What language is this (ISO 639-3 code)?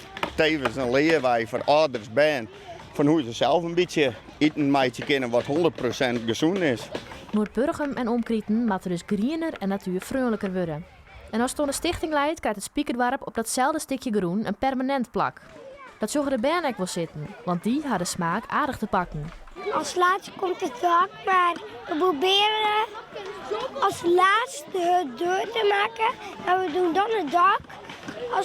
fry